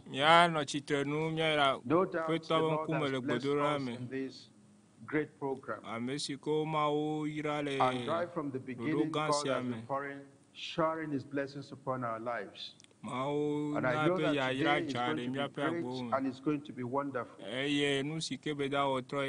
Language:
Ewe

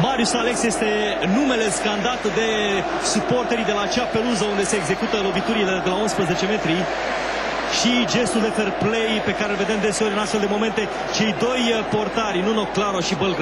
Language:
Romanian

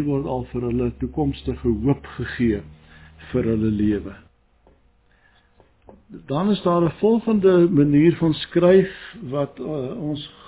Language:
Afrikaans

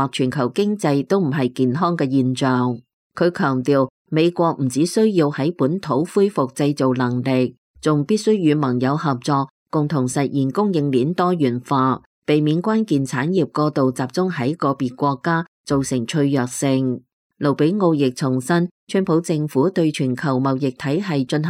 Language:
Cantonese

